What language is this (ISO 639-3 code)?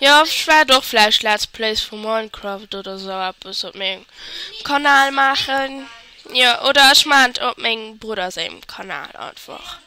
ltz